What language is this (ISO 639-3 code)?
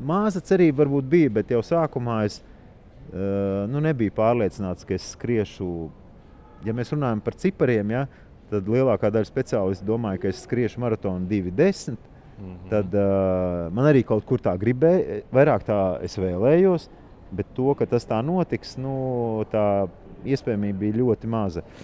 lav